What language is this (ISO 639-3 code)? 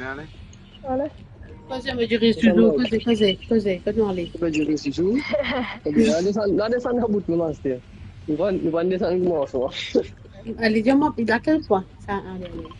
mfe